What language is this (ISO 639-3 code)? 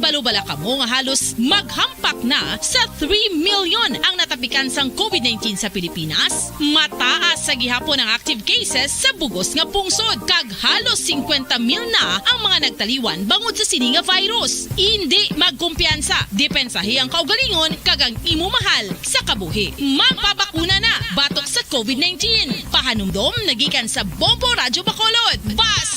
hil